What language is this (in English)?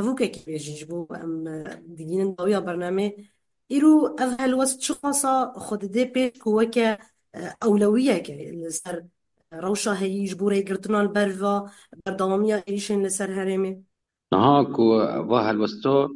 Kurdish